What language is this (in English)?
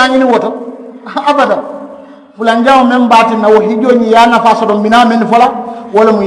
Mandingo